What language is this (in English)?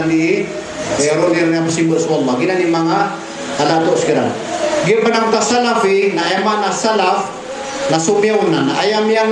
Maranao